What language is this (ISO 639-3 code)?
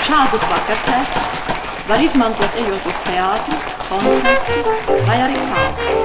lav